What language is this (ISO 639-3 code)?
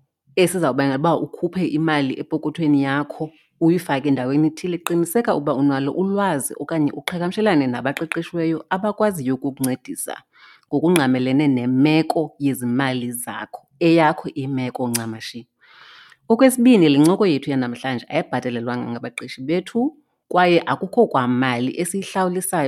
xho